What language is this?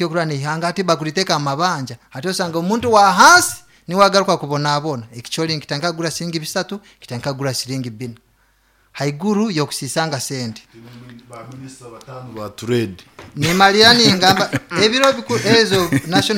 Nyoro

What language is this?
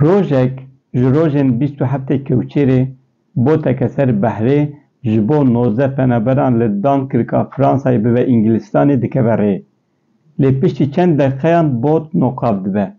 Kurdish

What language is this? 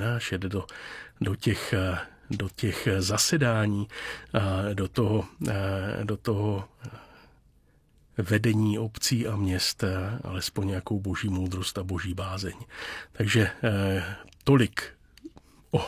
Czech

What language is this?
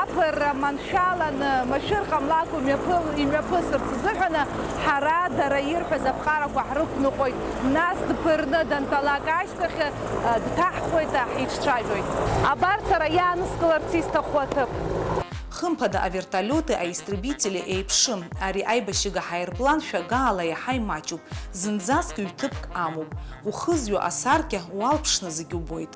Abkhazian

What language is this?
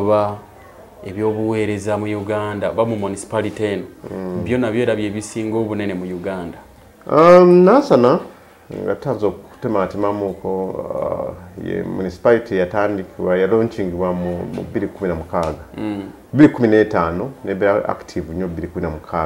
Ganda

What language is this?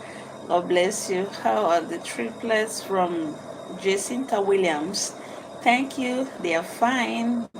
Igbo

